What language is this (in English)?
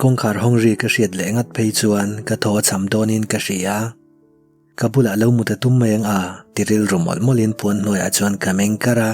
Mizo